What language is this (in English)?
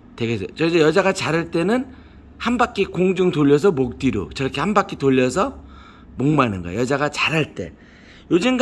Korean